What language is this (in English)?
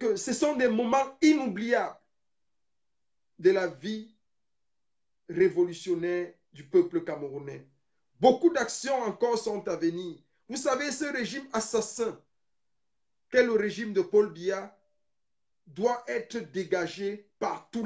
French